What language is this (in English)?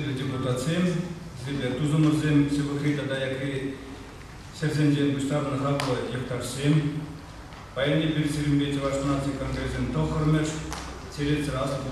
Chuvash